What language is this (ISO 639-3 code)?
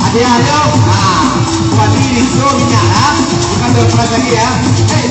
min